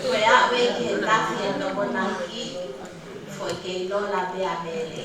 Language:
Tongan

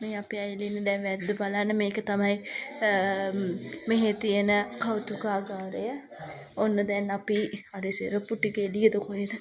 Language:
Sinhala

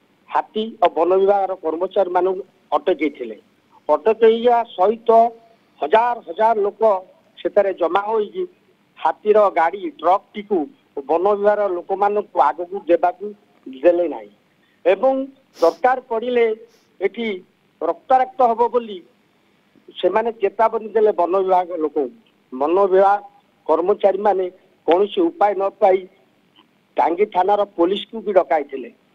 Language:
Odia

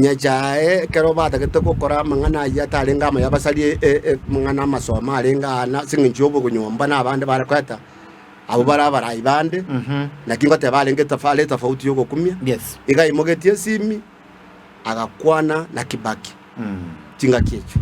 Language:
Gusii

